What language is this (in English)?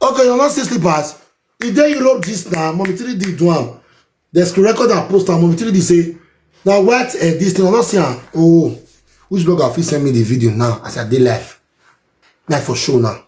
Nigerian Pidgin